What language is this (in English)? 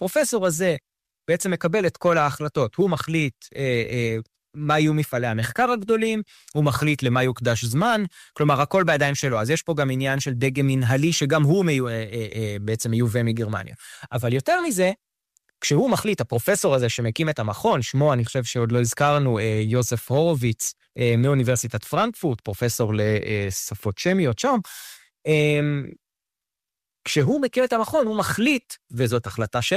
Hebrew